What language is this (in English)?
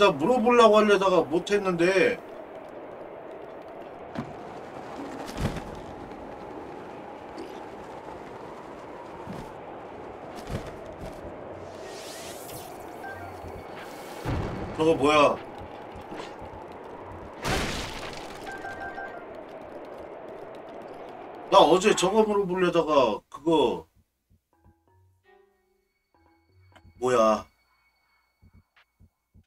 Korean